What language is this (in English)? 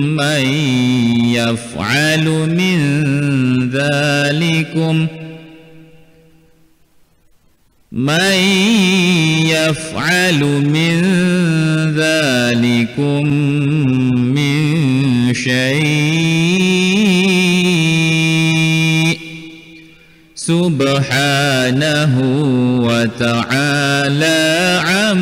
Arabic